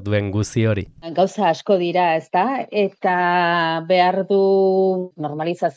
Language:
Basque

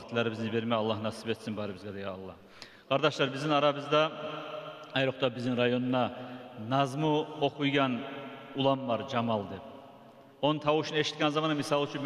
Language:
Kumyk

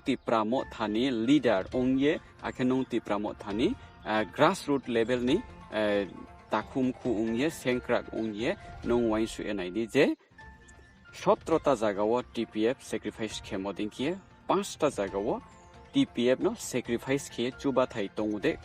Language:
Riang (India)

